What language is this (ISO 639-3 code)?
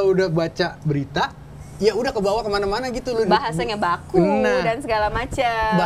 ind